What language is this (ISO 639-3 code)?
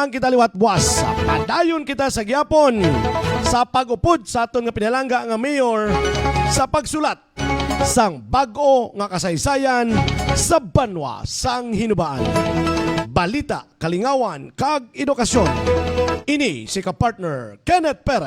hil